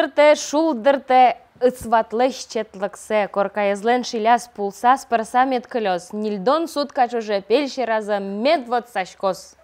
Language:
Udmurt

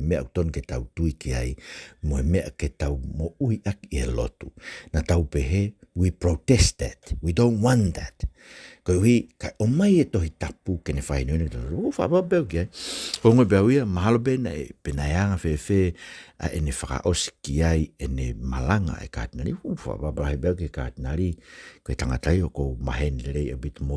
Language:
Tongan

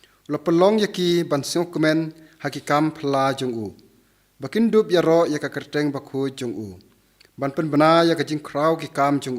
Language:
Khasi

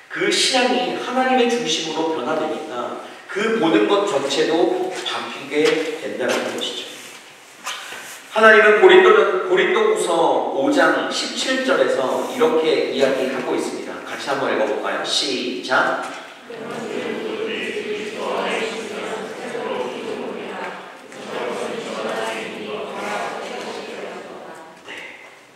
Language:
Korean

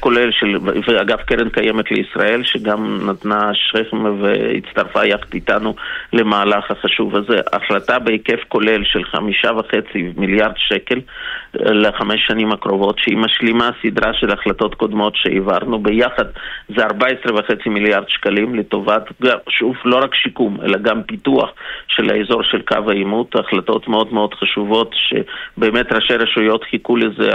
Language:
Hebrew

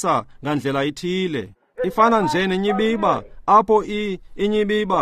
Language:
Xhosa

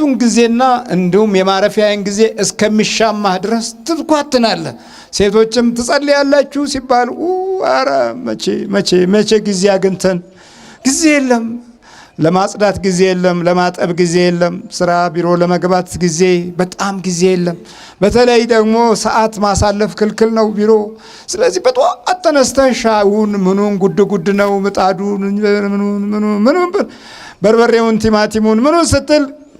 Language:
Amharic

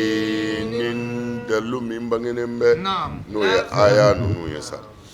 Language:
Bambara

